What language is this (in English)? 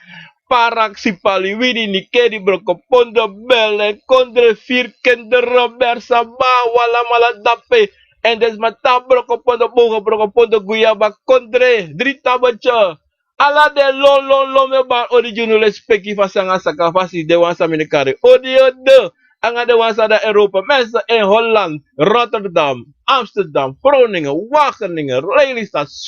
Sranan Tongo